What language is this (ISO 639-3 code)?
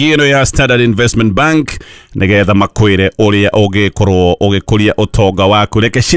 kik